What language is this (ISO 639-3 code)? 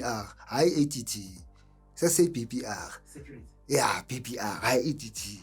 zul